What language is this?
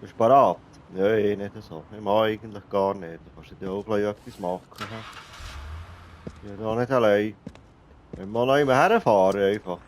Swiss German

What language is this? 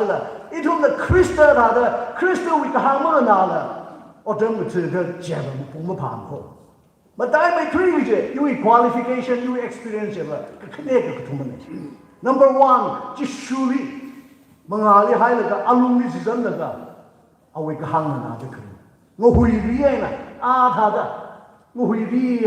Tangkhul Naga (India)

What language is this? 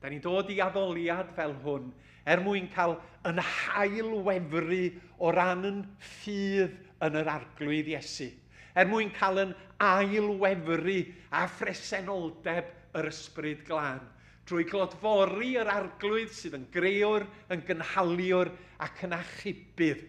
Welsh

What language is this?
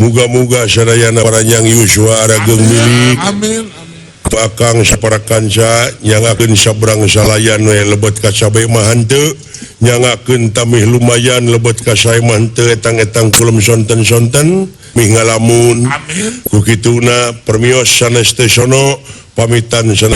Sundanese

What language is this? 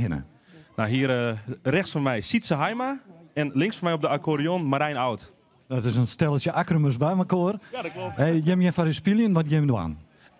Western Frisian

